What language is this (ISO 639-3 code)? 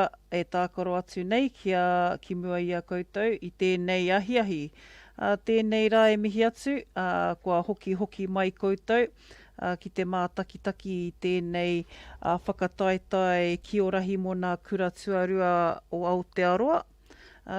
mri